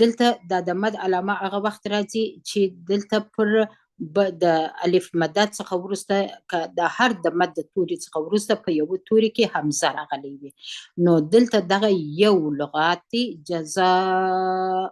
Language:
Pashto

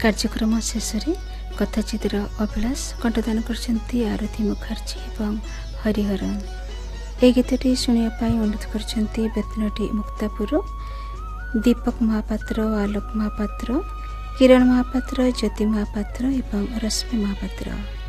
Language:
Odia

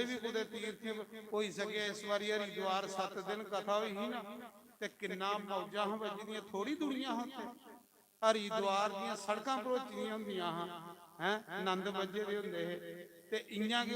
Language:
Dogri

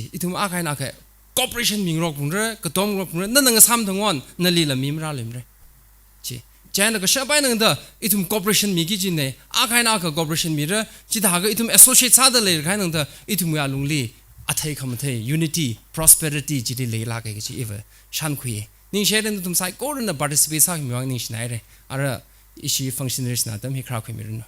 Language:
Tangkhul Naga (India)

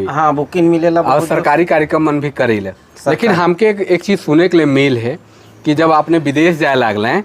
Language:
Sadri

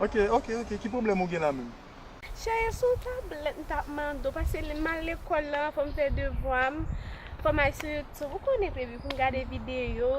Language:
Haitian Creole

